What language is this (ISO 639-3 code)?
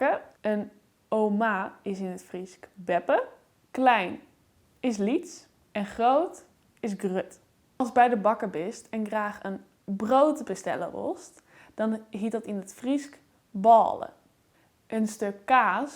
fry